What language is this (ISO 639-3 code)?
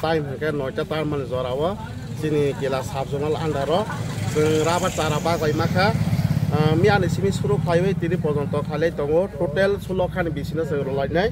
trp